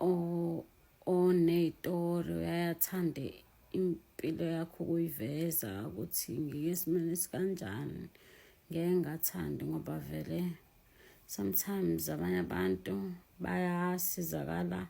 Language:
Zulu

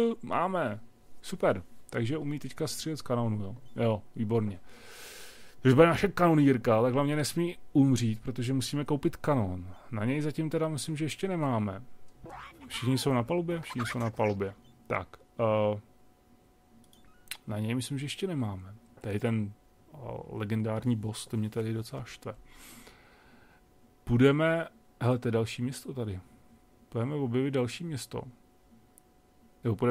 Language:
Czech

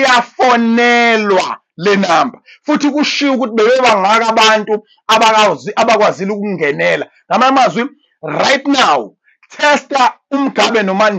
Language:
Zulu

